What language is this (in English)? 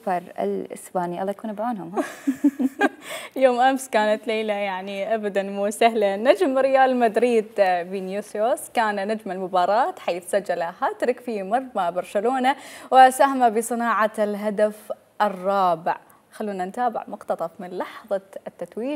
Mesopotamian Arabic